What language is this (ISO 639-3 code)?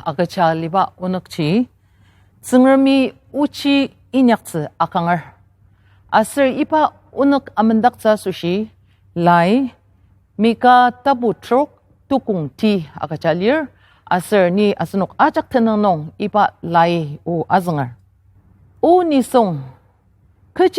njo